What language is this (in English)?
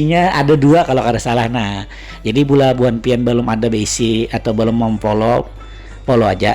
Banjar